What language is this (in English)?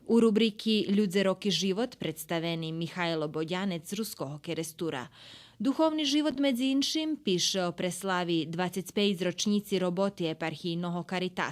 Rusyn